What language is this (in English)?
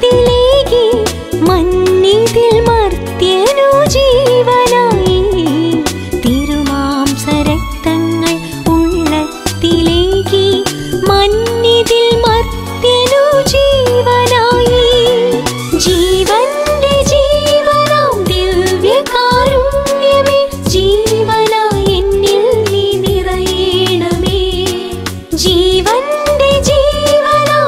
Malayalam